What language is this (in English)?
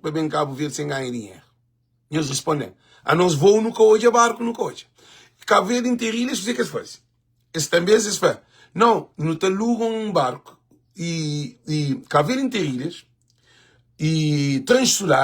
Kabuverdianu